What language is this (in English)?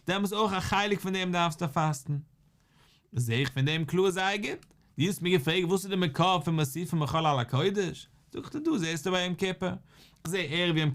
Yiddish